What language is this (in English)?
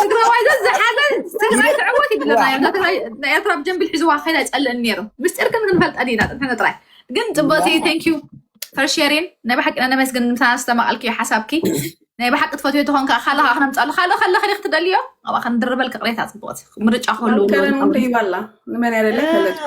Tigrinya